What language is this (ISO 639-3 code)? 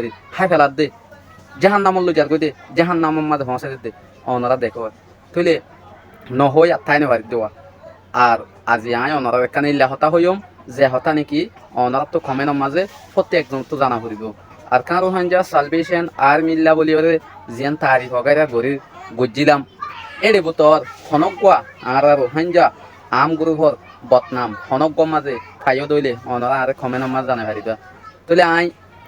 rhg